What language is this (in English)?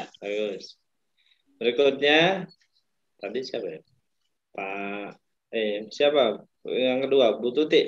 Indonesian